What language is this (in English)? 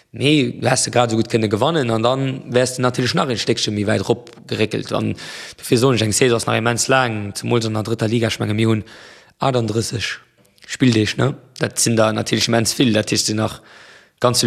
Luxembourgish